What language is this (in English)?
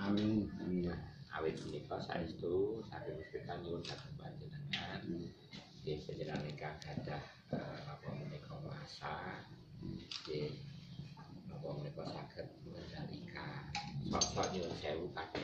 Javanese